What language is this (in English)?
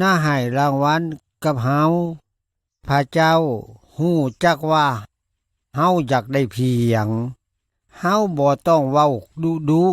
Lao